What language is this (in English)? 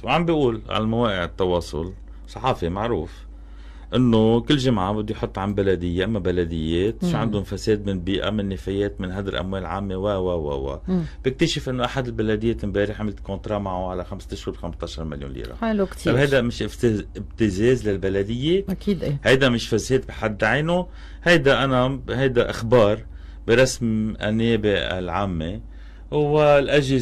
North Levantine Arabic